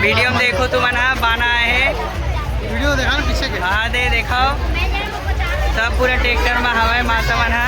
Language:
Chhattisgarhi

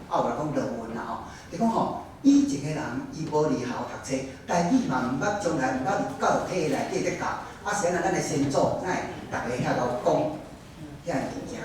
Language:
Min Nan Chinese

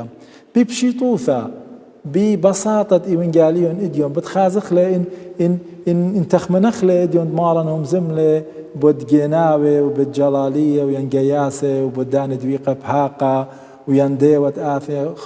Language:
Assyrian Neo-Aramaic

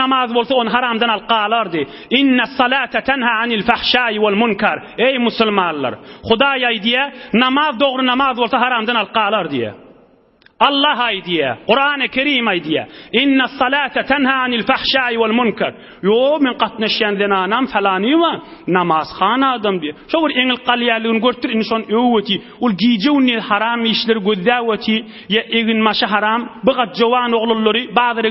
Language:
Turkmen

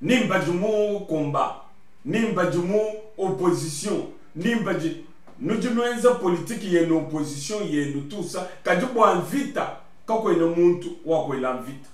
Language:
Luba-Lulua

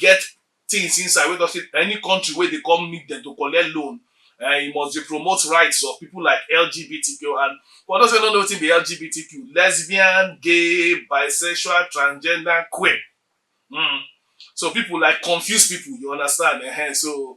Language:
Nigerian Pidgin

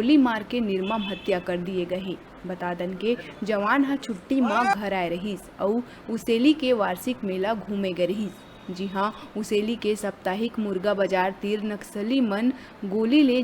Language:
Chhattisgarhi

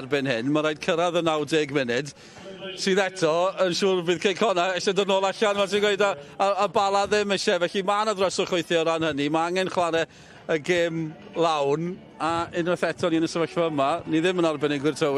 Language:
Welsh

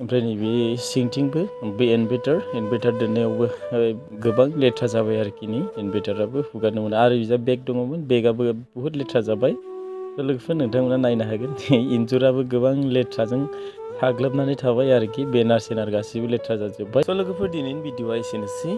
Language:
Bodo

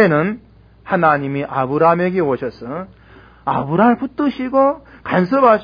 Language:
Korean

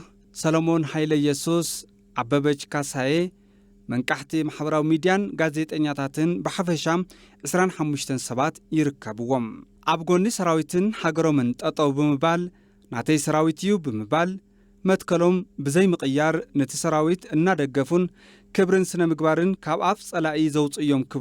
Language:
Tigrinya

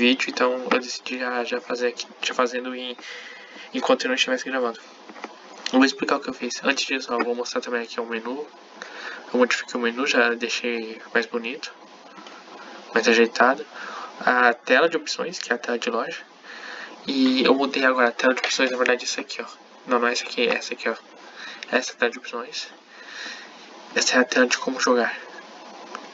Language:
Portuguese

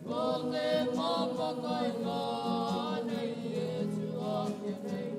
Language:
Māori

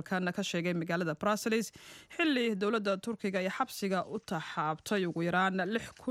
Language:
Somali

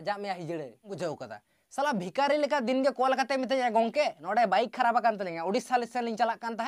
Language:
Santali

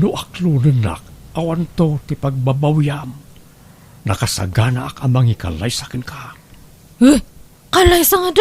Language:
Iloko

